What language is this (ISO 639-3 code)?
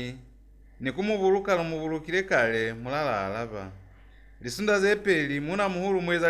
loz